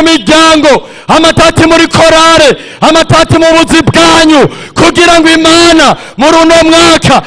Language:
Rundi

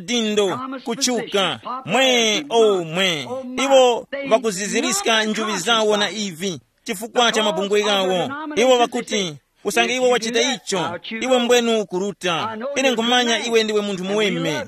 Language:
Tumbuka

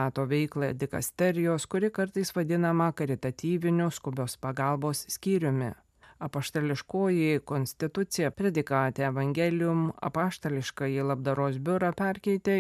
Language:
Lithuanian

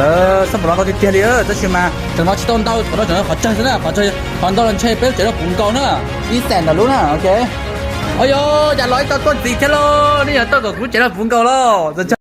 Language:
Hmong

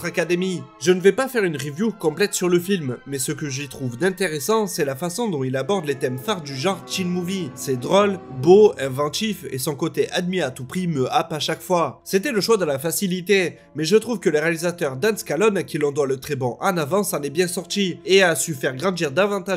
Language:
French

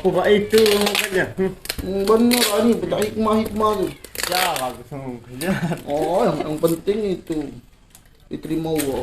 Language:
Musi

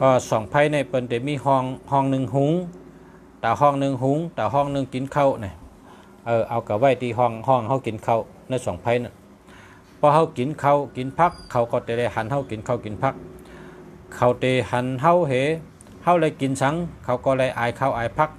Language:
Shan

